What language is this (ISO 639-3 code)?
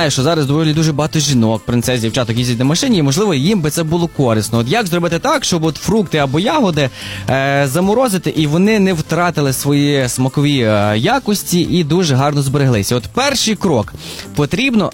ukr